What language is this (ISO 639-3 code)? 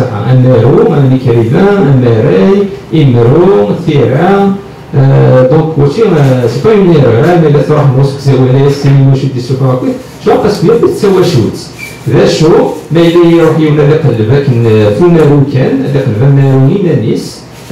kab